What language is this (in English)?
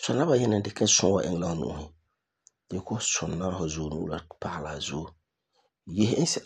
Frafra